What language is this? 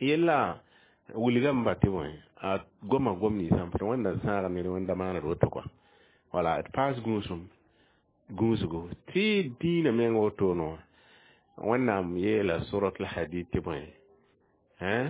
Mossi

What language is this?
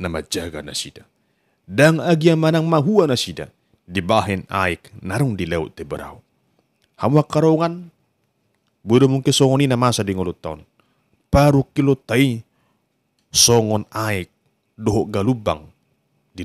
Batak Toba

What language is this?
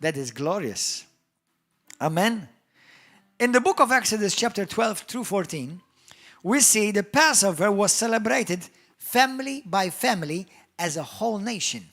English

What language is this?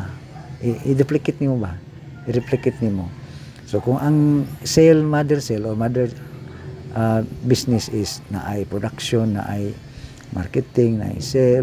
Cebuano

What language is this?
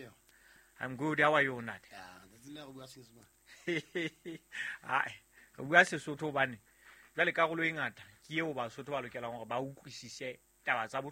Southern Sotho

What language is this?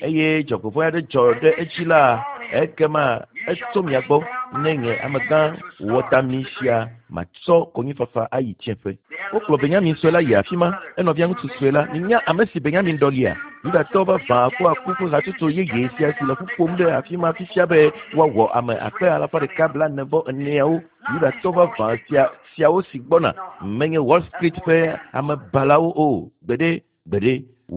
Ewe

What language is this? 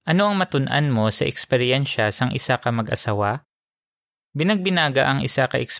Hiligaynon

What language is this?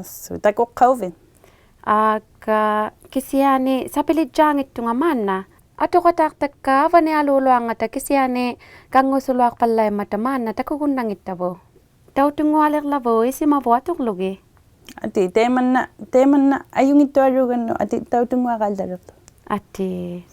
Inuktitut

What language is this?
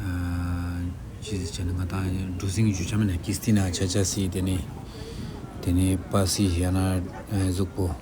Ladakhi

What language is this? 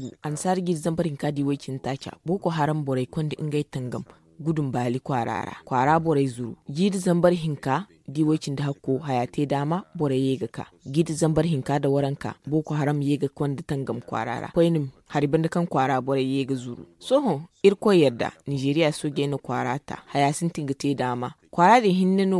Zarma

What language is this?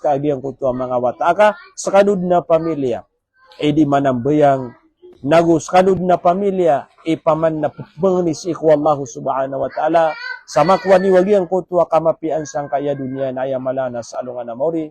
Maranao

